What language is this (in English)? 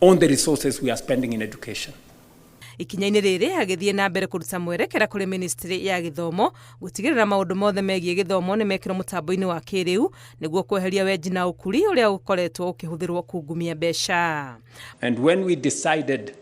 Kikuyu